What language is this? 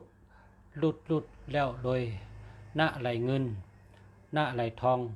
Shan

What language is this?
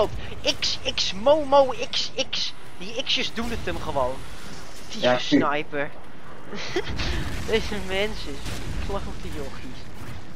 Dutch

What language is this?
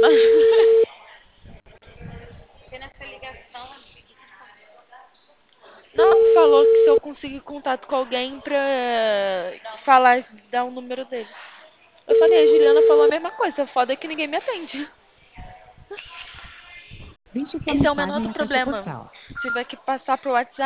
Portuguese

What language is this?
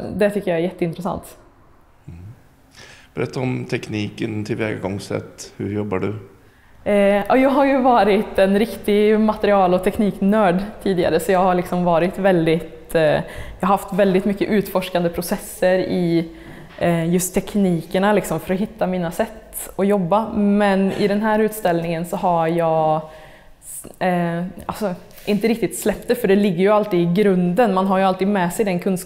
Swedish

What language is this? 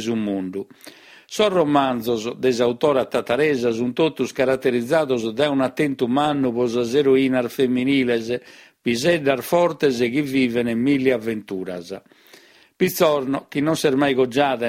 Sardinian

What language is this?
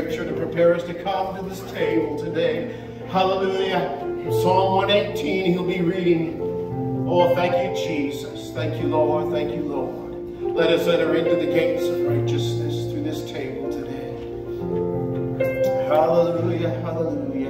English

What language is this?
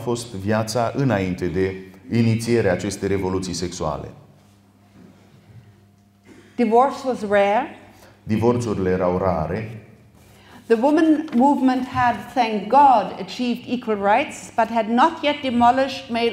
Romanian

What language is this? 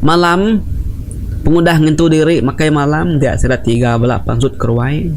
Iban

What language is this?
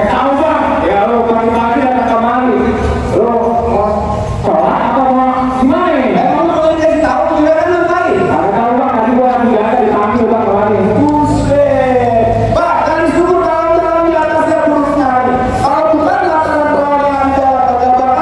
Betawi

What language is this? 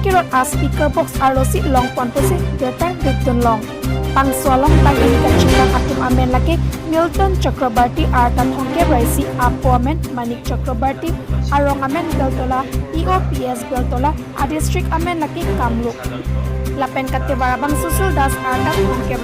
Karbi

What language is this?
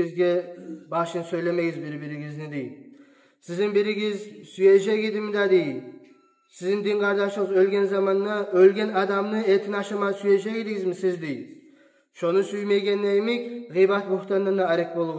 Kumyk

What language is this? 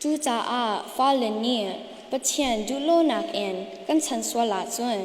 Hakha Chin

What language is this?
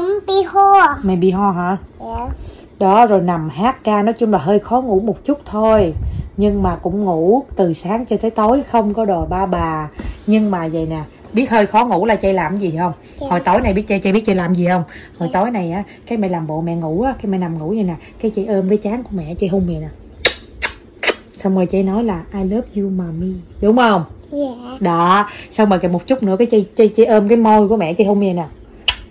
Vietnamese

